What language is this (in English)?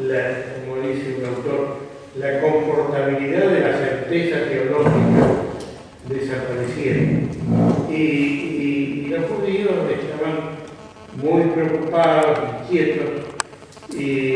Ladino